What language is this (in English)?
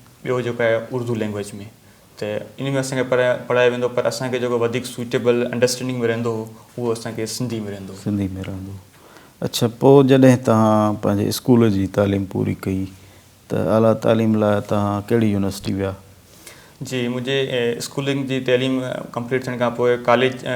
Sindhi